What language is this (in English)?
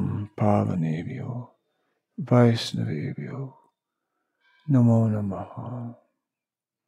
Czech